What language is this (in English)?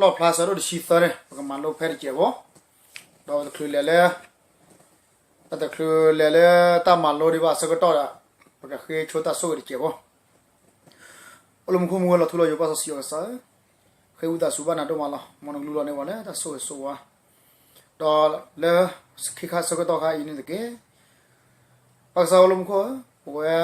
S'gaw Karen